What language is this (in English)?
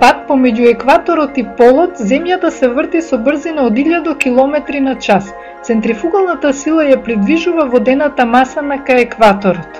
Macedonian